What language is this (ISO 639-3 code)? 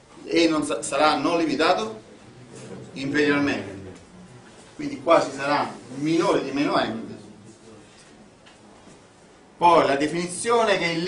ita